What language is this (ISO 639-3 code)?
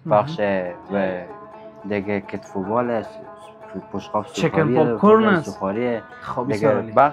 fas